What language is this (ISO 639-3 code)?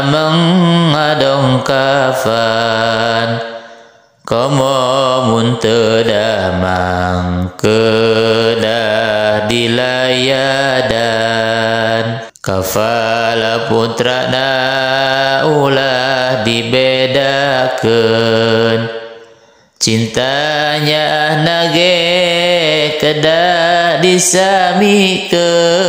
sun